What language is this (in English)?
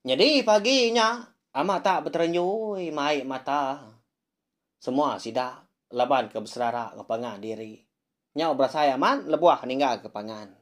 Iban